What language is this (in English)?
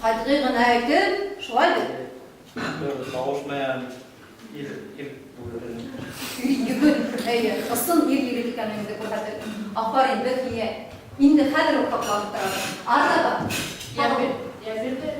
Bashkir